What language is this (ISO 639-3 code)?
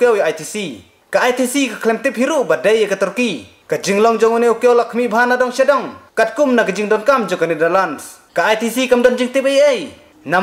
kha